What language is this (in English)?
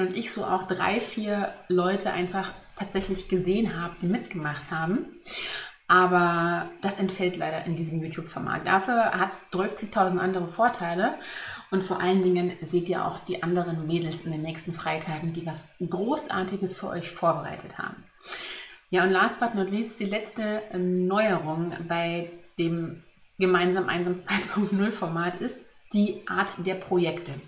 German